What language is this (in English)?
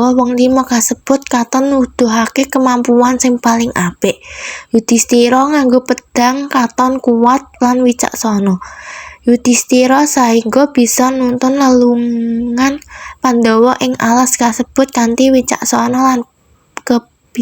Javanese